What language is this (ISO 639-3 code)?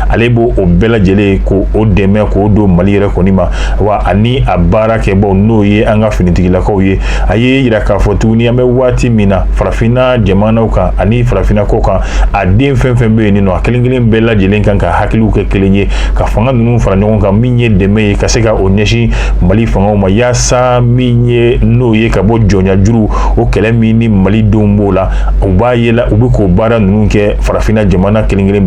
bam